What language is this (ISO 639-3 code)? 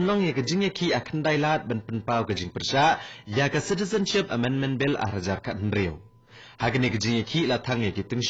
kha